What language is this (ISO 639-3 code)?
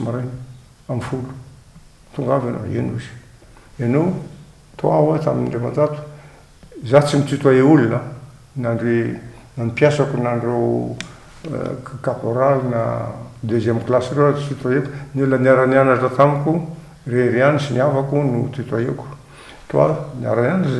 mlg